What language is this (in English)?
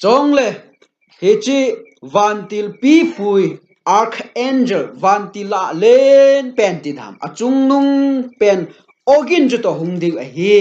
Thado Chin